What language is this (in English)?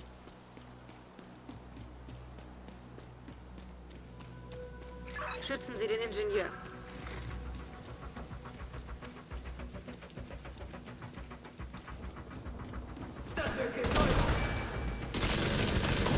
German